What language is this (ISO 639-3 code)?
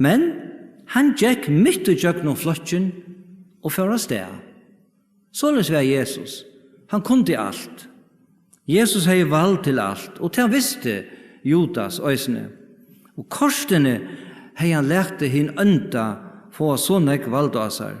fao